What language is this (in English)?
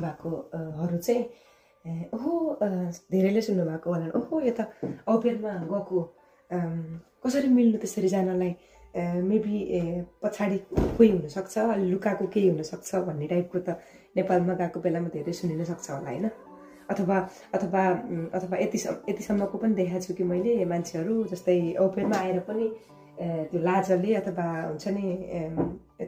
Nepali